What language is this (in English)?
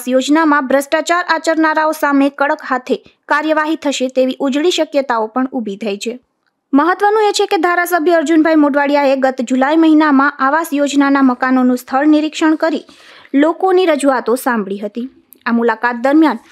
Gujarati